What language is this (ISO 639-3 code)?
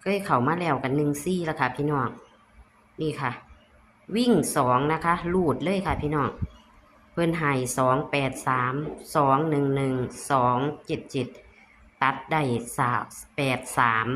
tts